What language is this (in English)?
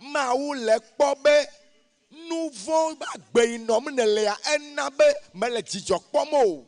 Ewe